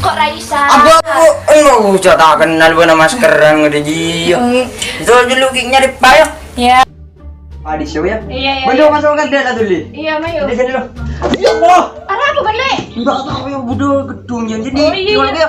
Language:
Madurese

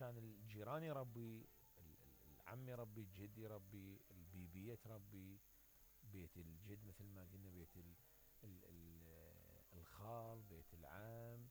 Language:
Mesopotamian Arabic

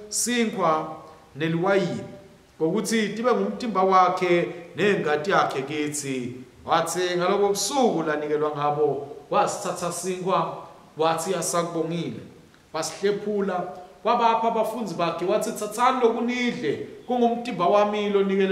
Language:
Swati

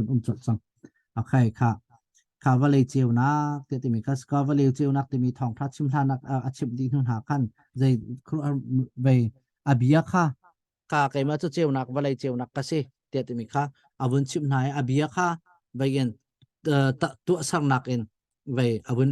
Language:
Hakha Chin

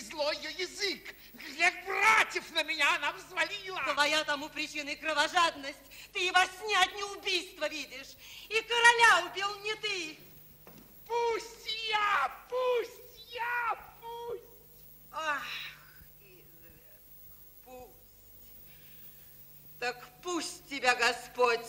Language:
Russian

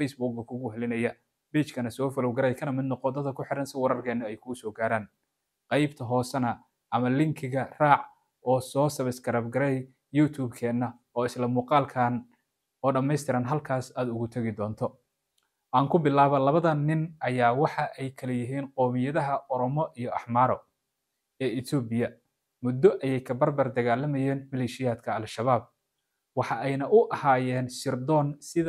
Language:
Somali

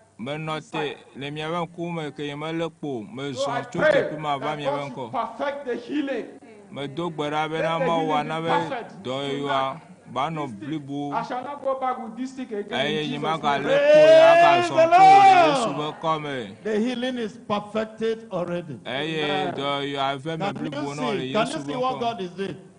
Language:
Ewe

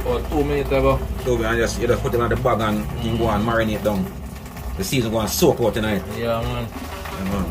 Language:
Jamaican Creole English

